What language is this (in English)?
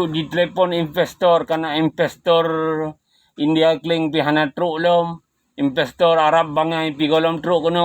Achinese